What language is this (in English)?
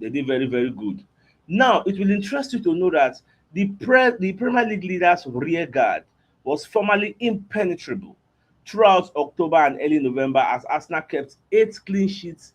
Nigerian Pidgin